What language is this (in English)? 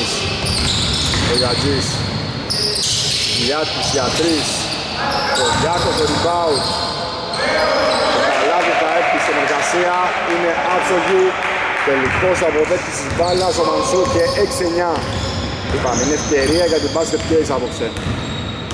Greek